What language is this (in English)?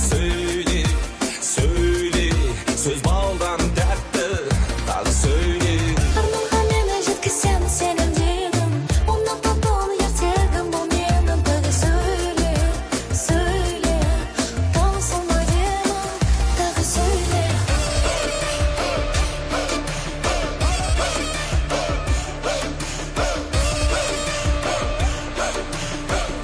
Kazakh